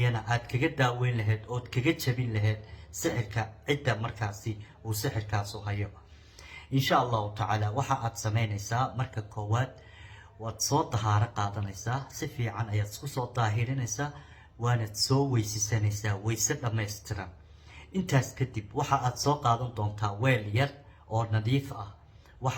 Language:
Somali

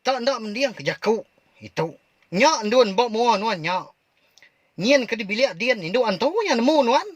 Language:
Iban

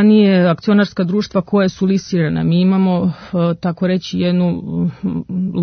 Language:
Serbian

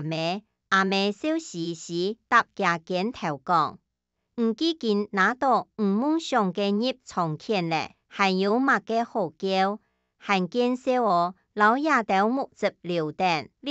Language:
Hakka Chinese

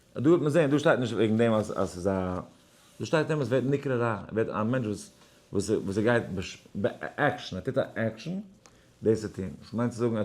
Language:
Yiddish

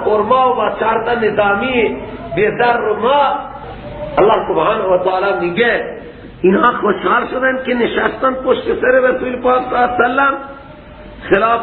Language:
Persian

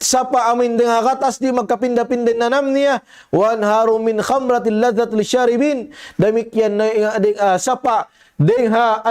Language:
Tausug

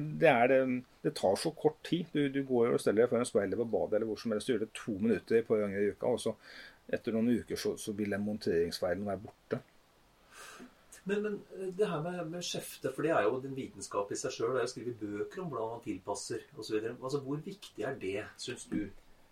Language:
Norwegian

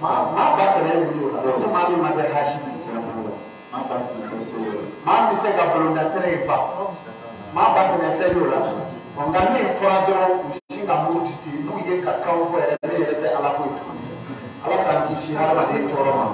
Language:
Bambara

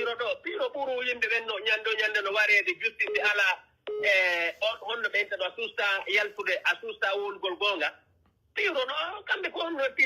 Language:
Pular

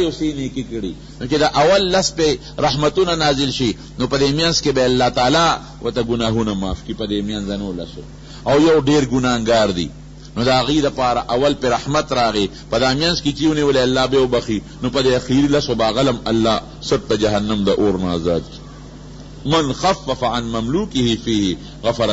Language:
Pashto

